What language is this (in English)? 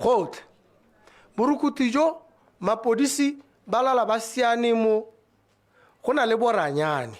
Tswana